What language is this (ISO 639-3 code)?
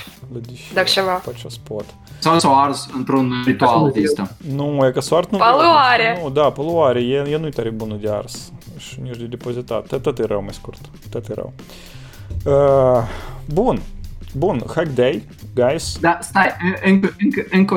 ron